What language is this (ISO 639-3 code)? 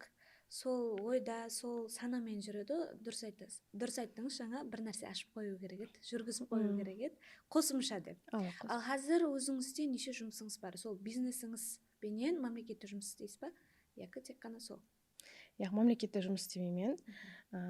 kaa